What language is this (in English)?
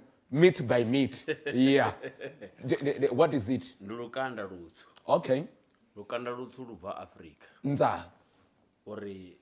Venda